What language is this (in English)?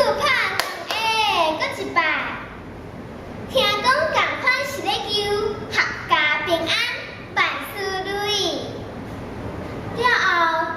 Min Nan Chinese